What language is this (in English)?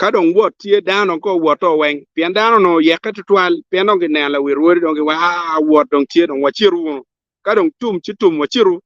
Acoli